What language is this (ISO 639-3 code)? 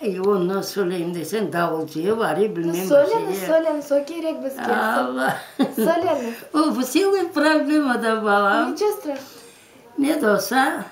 crh